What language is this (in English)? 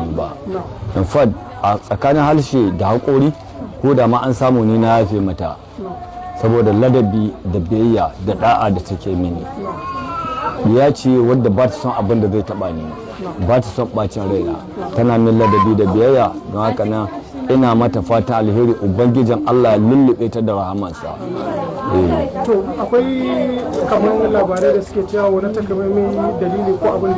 Hausa